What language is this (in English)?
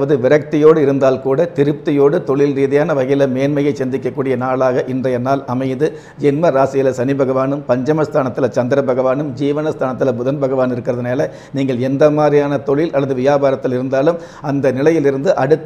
Tamil